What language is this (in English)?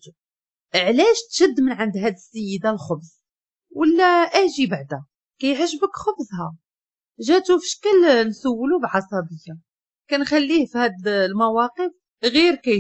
Moroccan Arabic